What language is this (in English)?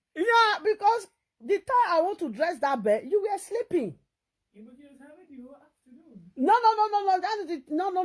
Nigerian Pidgin